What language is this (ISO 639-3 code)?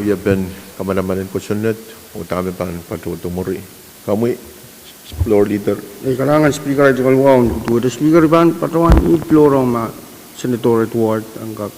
pon